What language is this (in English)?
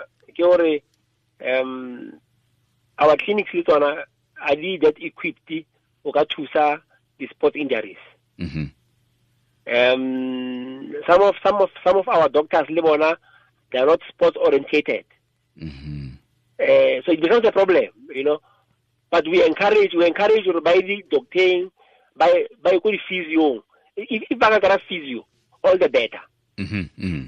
Tswana